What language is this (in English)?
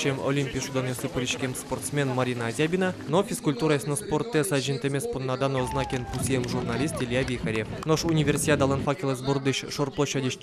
Udmurt